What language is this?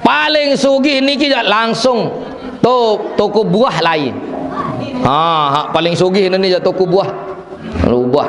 Sasak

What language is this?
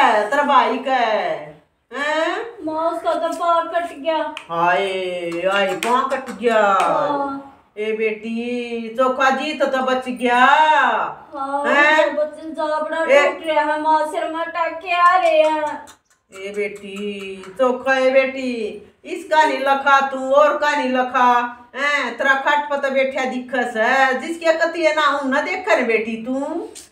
Haryanvi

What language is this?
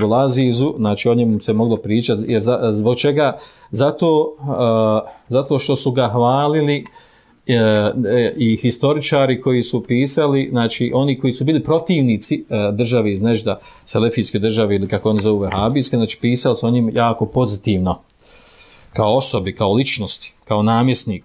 Bosnian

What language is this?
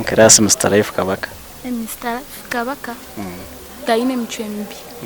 Nyankole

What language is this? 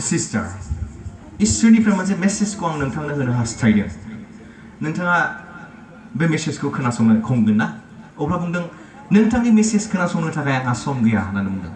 Bodo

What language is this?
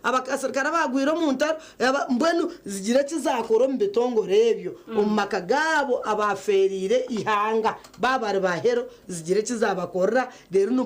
Nyankole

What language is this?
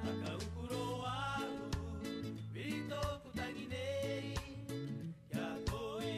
Rapanui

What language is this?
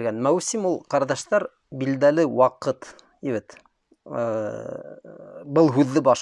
Bashkir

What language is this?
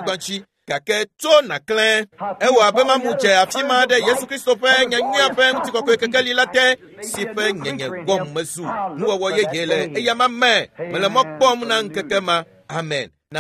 Ewe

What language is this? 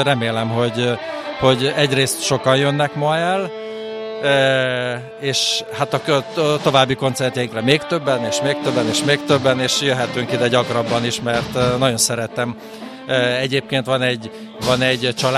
Hungarian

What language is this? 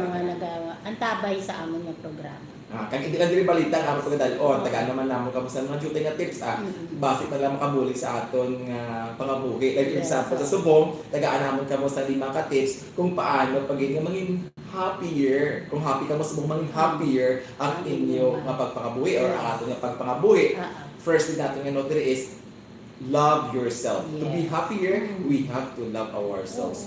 Hiligaynon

